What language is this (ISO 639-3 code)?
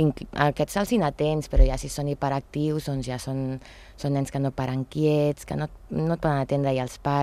cat